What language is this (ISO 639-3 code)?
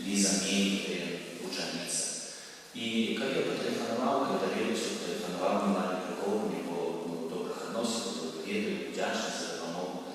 bel